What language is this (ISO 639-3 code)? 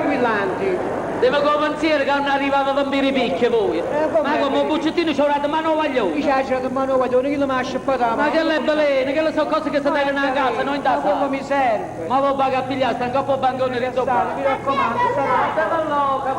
nap